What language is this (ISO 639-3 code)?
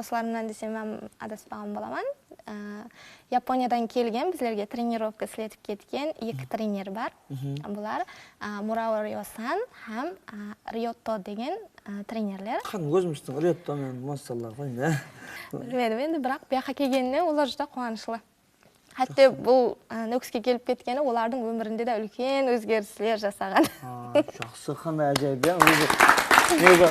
kaa